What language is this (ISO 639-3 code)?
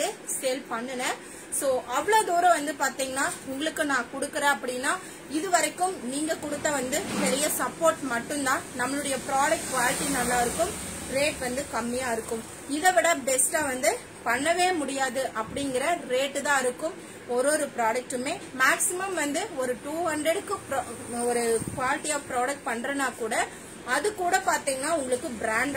tam